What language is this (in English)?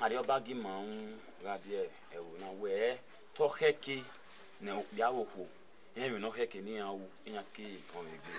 Bini